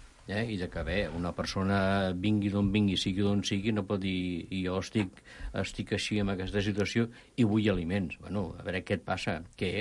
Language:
Catalan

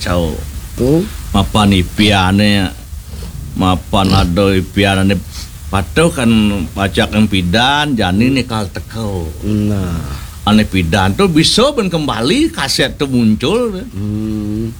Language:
Balinese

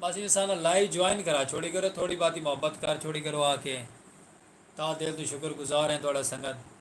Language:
Saraiki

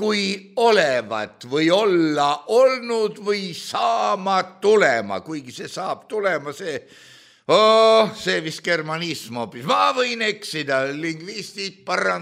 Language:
Estonian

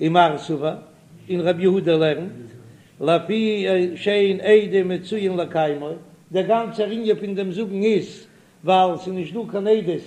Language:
Yiddish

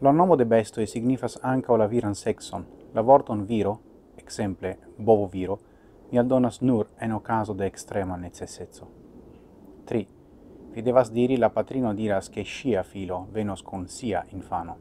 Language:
Esperanto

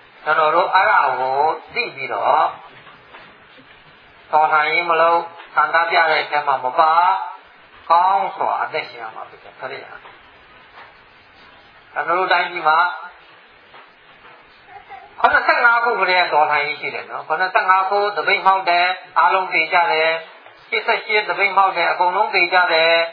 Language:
Burmese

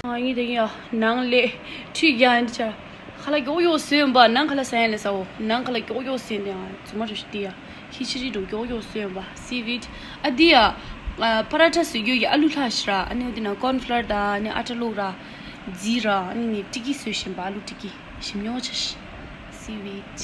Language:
Tibetan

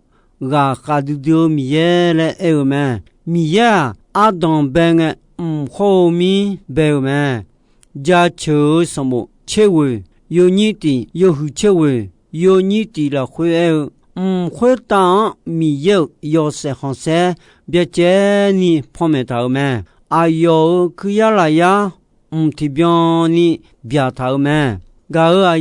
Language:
Akha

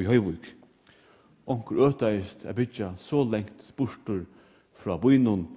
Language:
Faroese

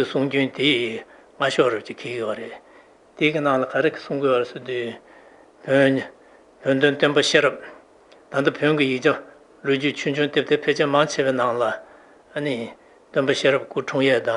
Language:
Tibetan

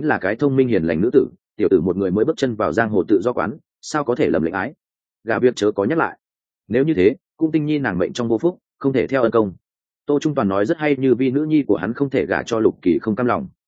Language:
Vietnamese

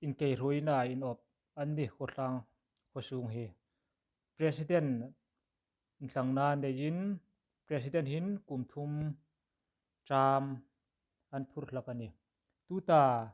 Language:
Hmar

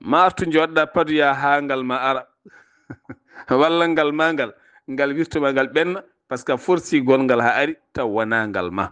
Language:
Fula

